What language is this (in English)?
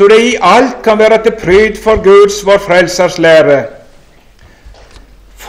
Norwegian